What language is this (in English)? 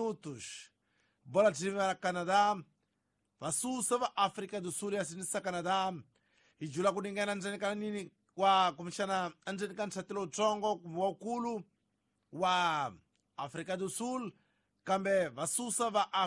Tsonga